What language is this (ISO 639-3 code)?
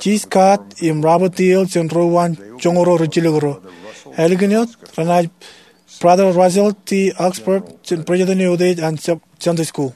mah